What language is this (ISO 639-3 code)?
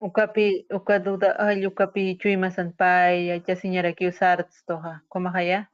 aym